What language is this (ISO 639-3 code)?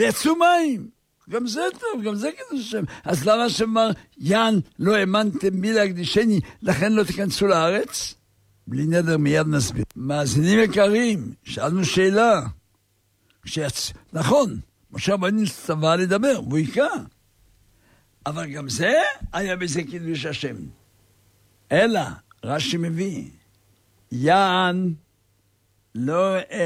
heb